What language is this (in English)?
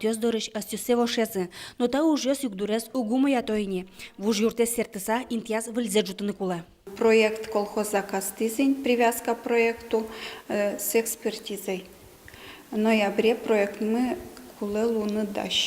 Udmurt